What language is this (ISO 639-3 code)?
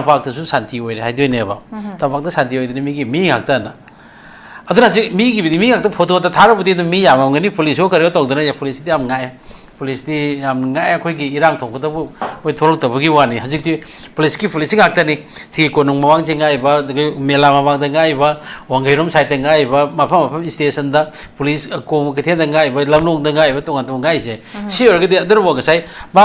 mni